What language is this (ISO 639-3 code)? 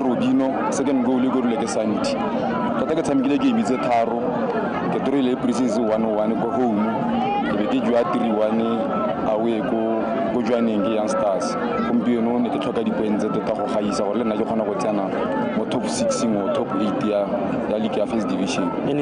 tsn